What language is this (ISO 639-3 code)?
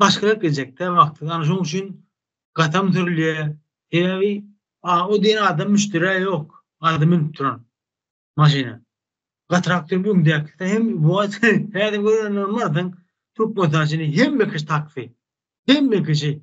tuk